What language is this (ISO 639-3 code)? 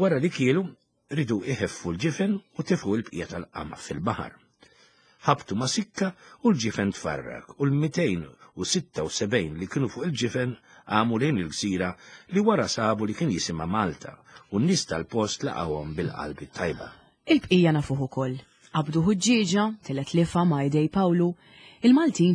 mlt